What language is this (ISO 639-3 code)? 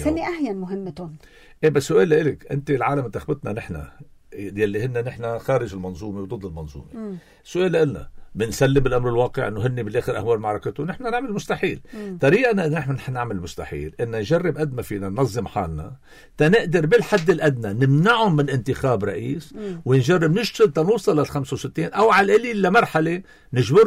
apc